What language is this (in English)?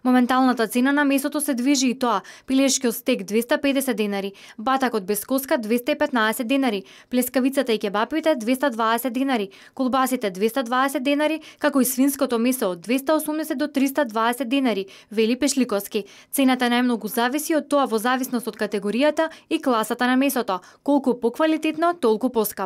Macedonian